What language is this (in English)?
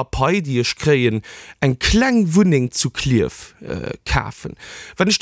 Luxembourgish